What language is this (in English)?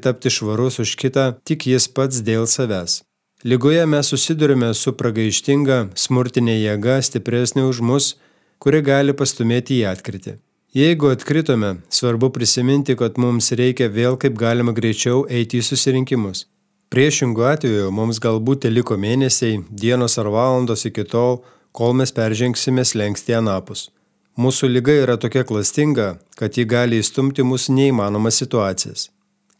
Lithuanian